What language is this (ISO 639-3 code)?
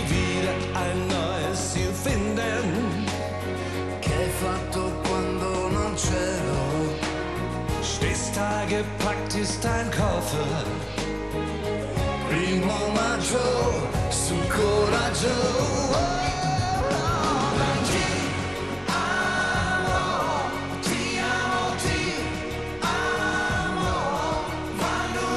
deu